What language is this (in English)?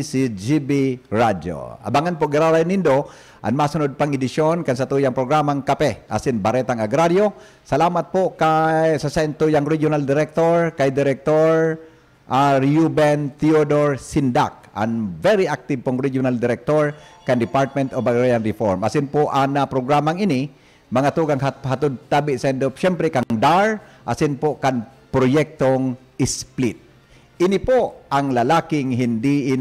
Bikol